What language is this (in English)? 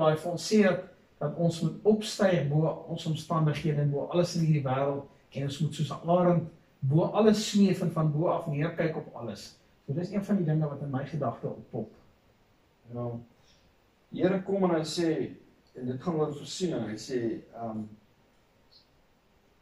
Afrikaans